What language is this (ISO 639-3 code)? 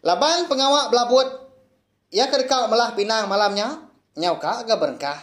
iba